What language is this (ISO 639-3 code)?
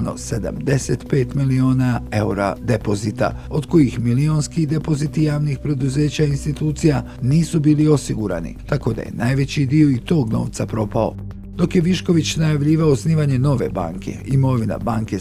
bos